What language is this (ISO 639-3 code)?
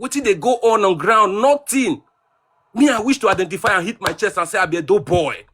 pcm